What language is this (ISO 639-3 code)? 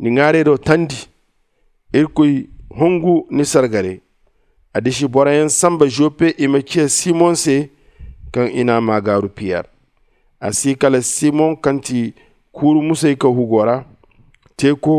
dje